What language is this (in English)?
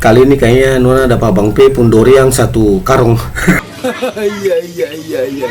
Ambonese Malay